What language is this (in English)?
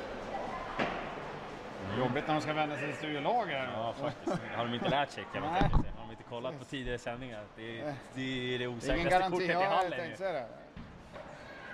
Swedish